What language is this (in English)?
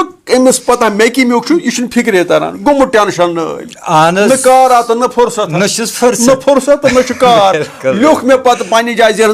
Kashmiri